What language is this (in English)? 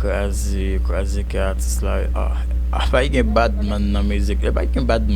Haitian Creole